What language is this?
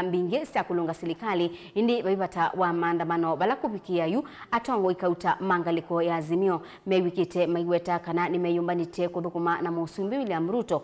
Kamba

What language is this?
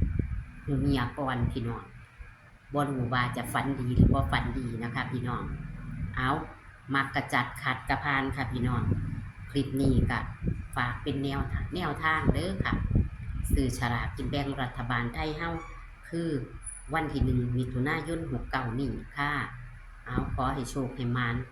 Northeastern Thai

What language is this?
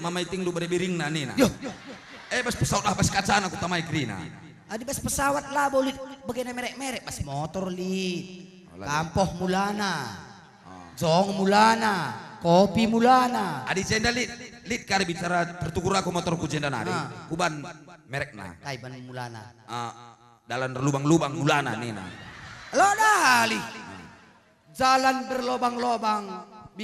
Batak Karo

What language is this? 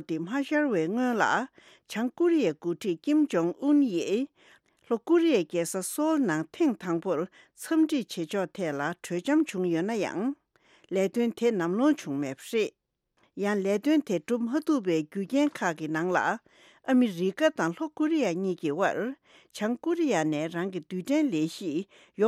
Tibetan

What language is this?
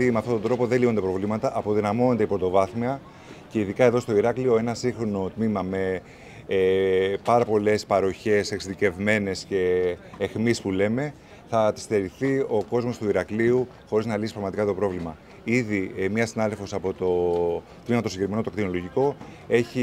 Greek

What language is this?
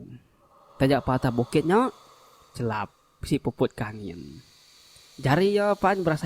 Iban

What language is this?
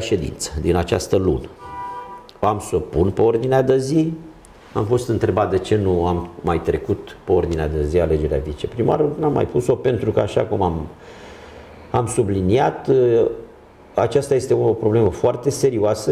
Romanian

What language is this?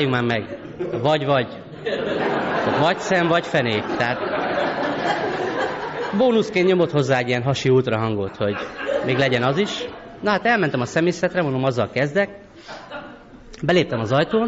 Hungarian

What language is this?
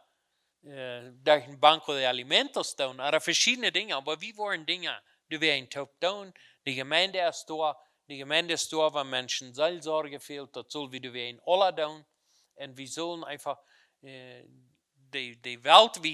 Plautdietsch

